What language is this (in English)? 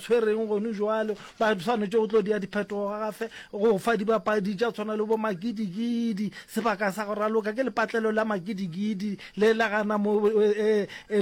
Northern Sotho